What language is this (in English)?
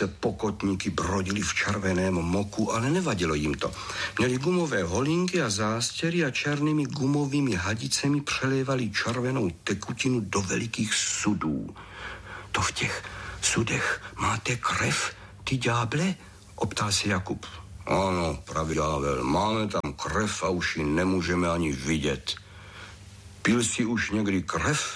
Czech